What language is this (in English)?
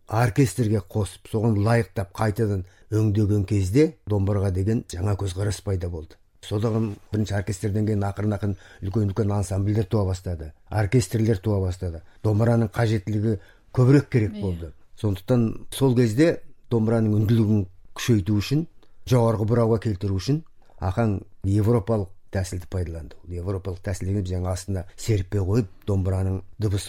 Kazakh